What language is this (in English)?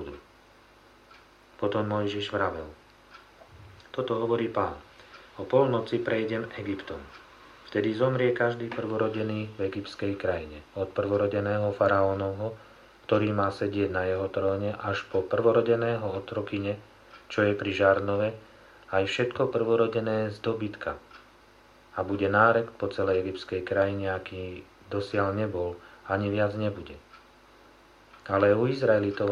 Slovak